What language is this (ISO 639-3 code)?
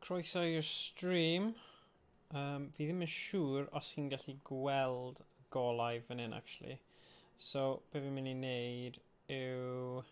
cym